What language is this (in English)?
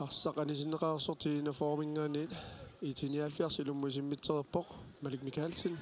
Kalaallisut